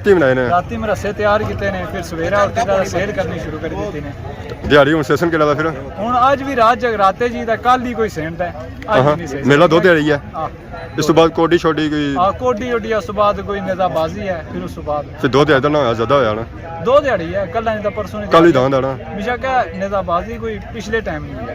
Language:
Pahari-Potwari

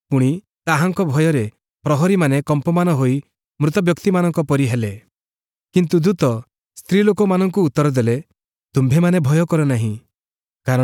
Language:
Odia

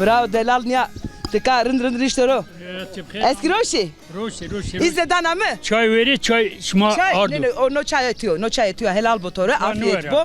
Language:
Zaza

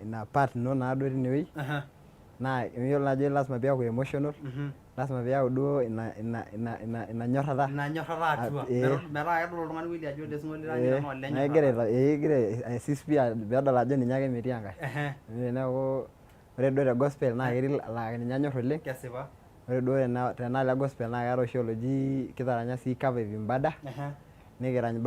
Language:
Masai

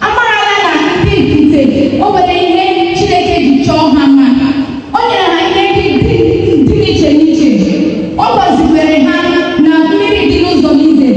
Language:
Igbo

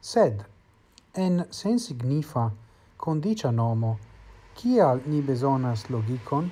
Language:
Esperanto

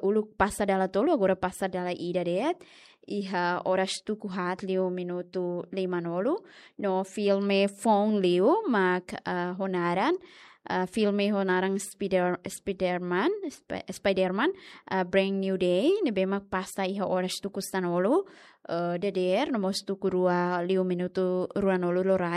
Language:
Tetum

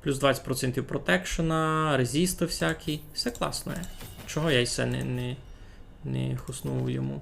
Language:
Rusyn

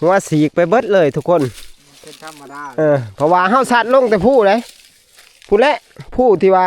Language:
Northeastern Thai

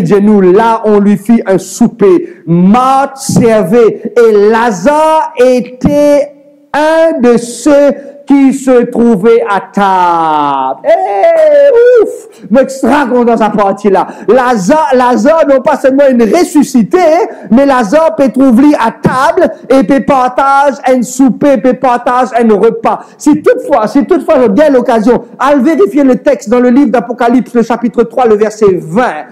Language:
Morisyen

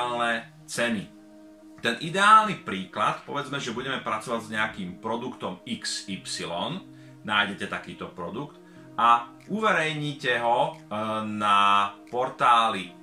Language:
Slovak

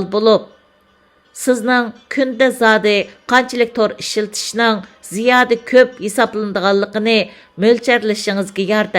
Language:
Uyghur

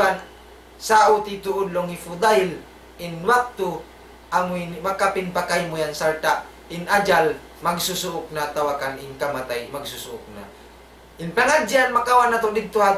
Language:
Tausug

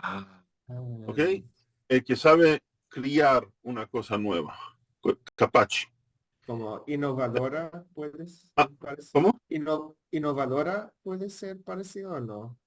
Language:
Ladino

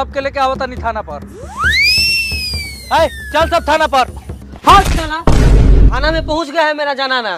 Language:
Bhojpuri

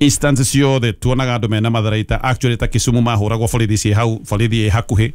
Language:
Kikuyu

